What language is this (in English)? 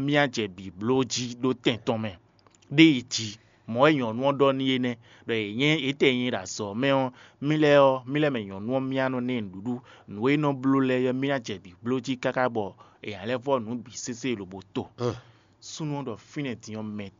Fon